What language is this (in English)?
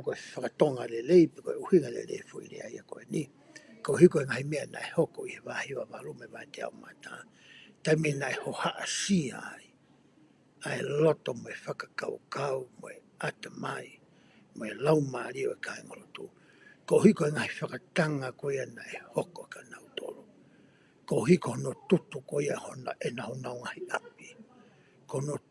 Tongan